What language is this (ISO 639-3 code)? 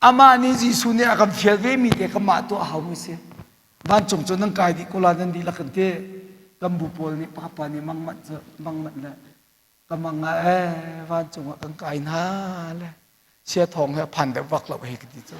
cnh